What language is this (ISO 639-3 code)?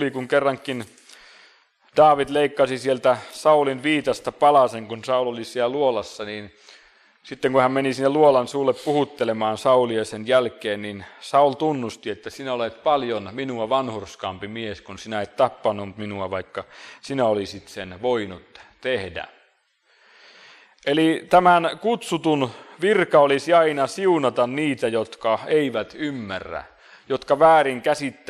fin